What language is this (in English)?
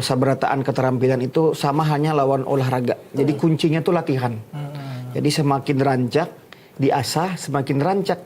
Banjar